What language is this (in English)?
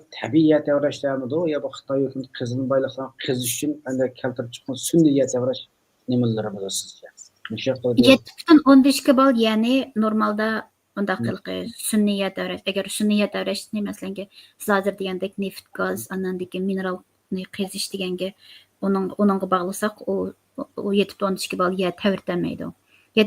Uyghur